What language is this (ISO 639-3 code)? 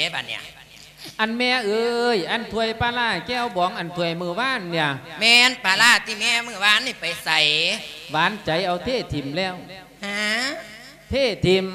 lao